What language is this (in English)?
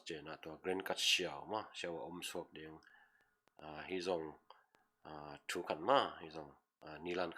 Tedim Chin